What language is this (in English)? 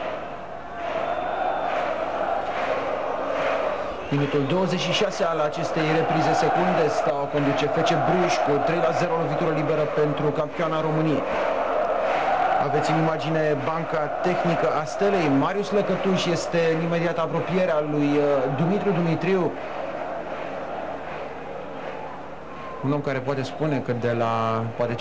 Romanian